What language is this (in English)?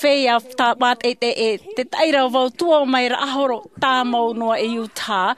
Tahitian